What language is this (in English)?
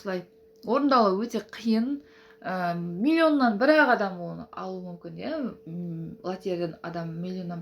Kazakh